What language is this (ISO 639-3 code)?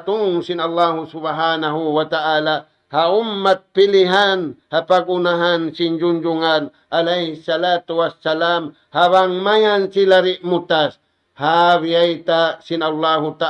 tsg